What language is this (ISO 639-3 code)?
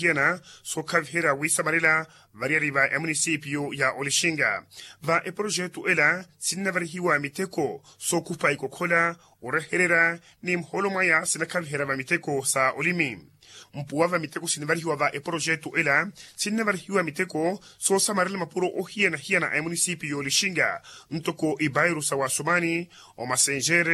vmw